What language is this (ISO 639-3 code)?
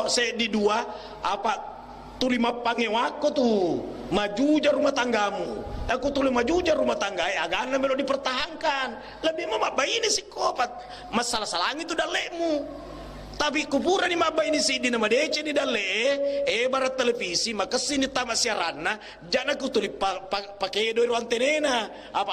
bug